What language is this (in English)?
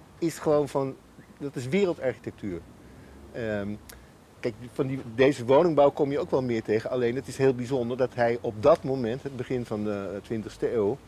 Dutch